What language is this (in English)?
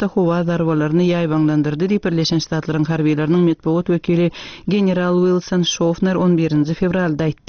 Turkmen